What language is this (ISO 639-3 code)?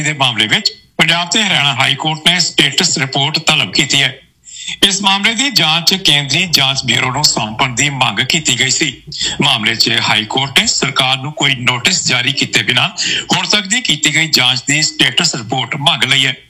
pan